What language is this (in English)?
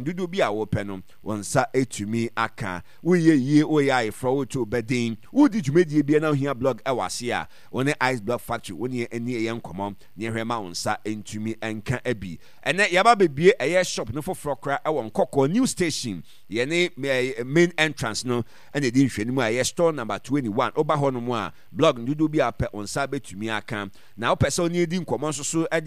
Akan